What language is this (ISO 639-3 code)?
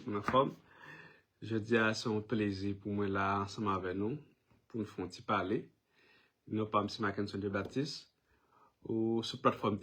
hat